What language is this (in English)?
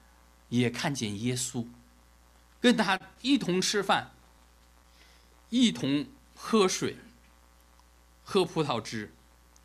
Chinese